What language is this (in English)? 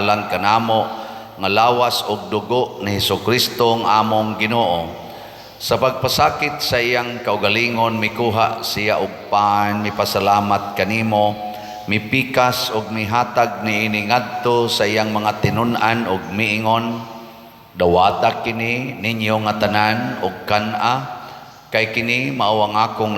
Cebuano